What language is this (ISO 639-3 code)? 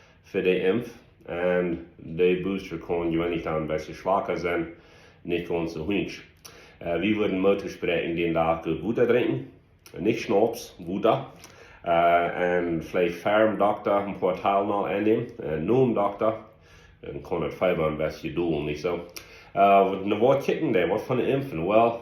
pdt